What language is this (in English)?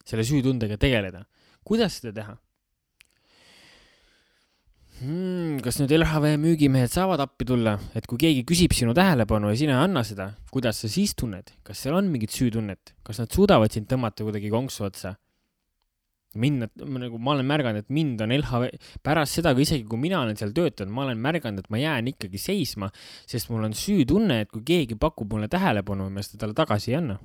Estonian